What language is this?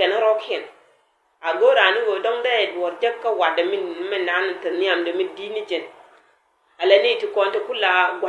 Nuer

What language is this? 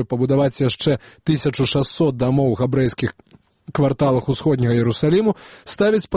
Belarusian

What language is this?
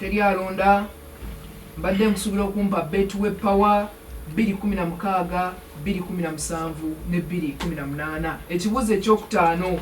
Ganda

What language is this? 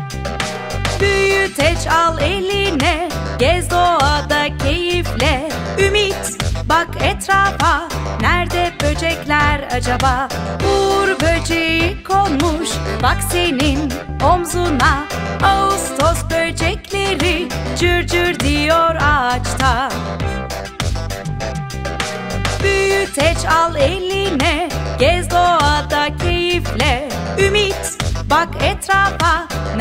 Turkish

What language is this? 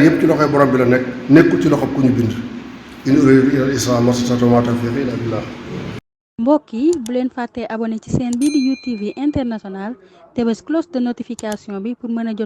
Wolof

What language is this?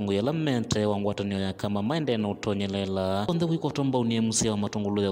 Kamba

